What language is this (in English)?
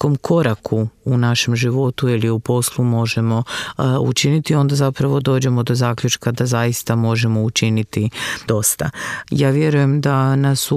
Croatian